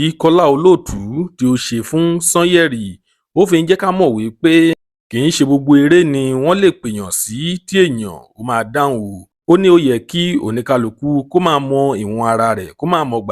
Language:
Yoruba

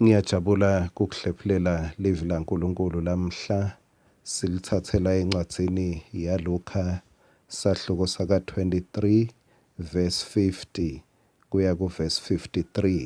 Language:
Swati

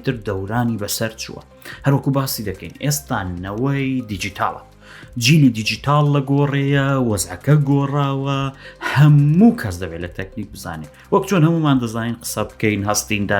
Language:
Central Kurdish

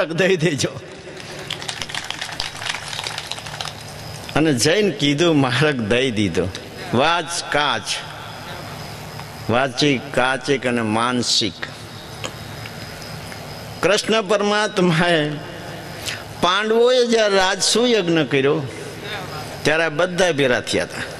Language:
Gujarati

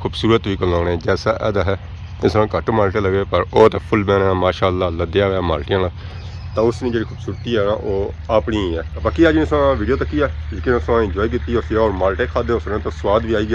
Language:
Pahari-Potwari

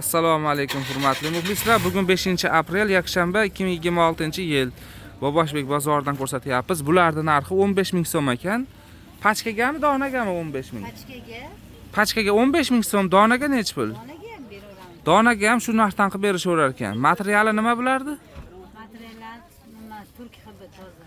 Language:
Uzbek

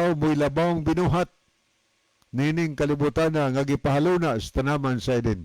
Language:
Cebuano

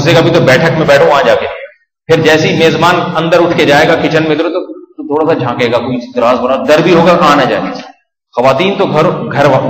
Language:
Urdu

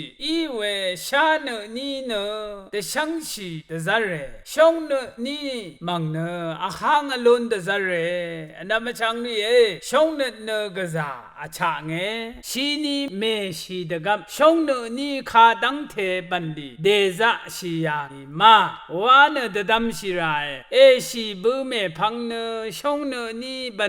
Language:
Rawang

